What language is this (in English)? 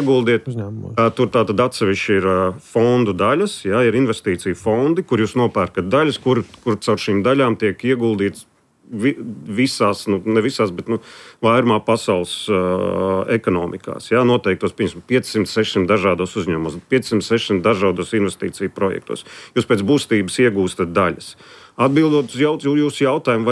Latvian